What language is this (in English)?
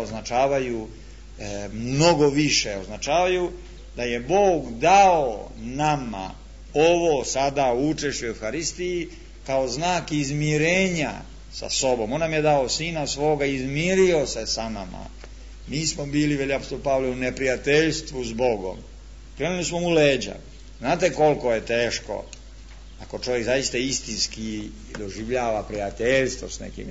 Serbian